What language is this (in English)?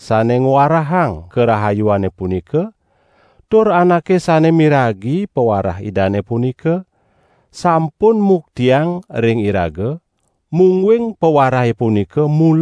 Balinese